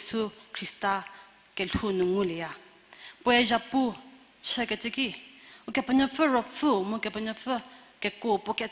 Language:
Angami Naga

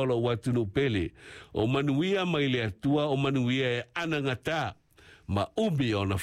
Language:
Samoan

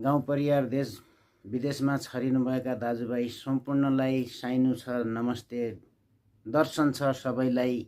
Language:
Nepali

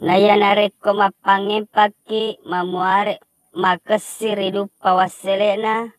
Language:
Buginese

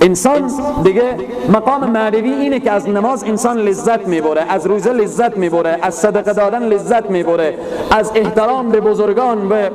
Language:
Persian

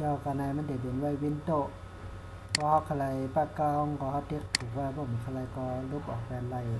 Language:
Shan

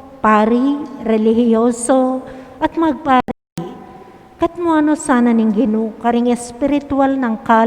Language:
Pampanga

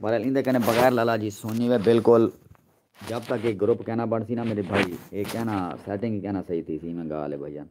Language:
Saraiki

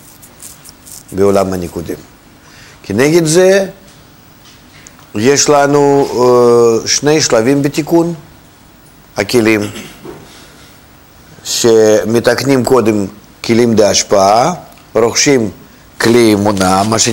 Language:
Hebrew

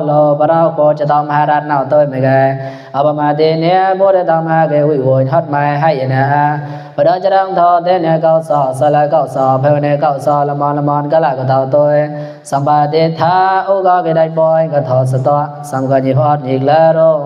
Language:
Mon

